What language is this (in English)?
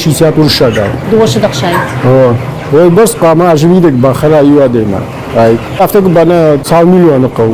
Ossetic